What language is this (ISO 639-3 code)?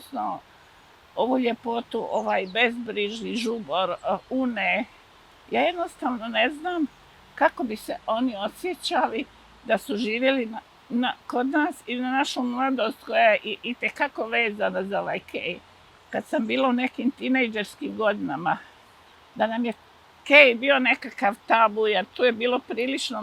bos